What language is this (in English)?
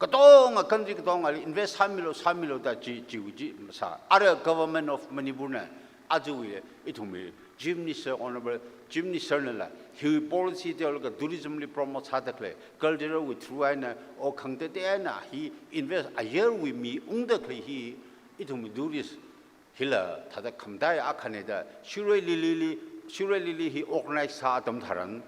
Tangkhul Naga (India)